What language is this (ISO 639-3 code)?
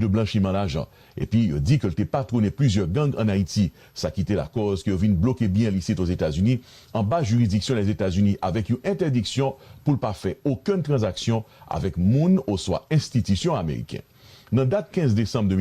hat